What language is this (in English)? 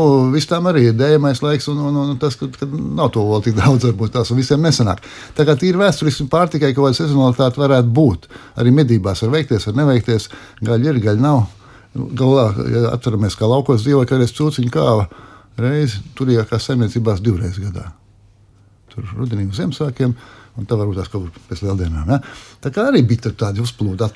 Latvian